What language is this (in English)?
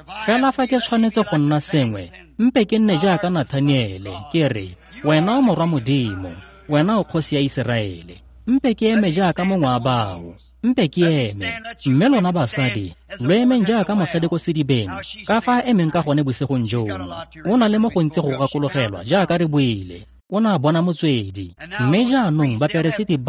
Tswana